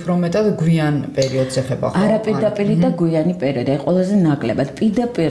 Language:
Georgian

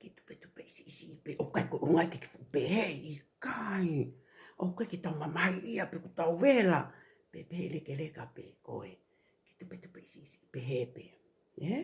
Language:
Tongan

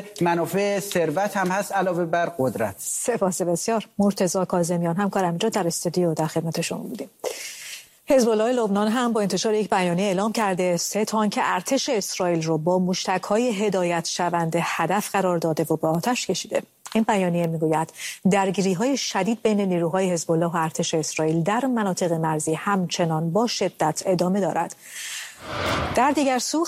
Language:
Persian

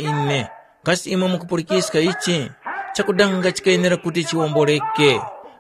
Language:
Tumbuka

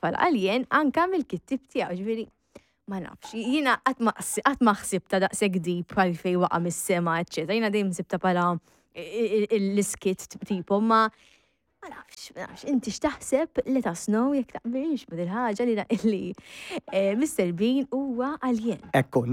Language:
Maltese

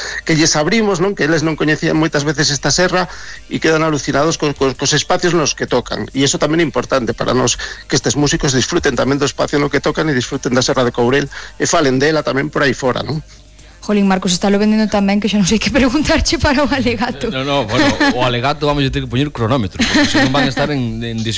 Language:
Galician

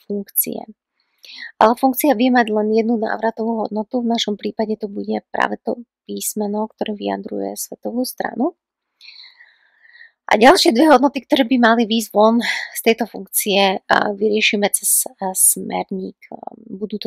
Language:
Slovak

